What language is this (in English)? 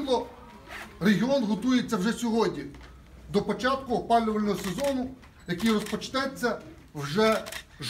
Ukrainian